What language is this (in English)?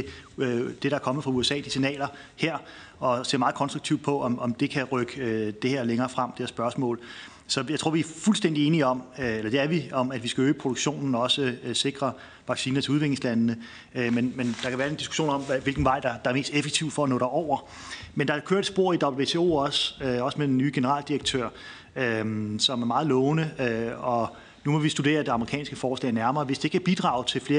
Danish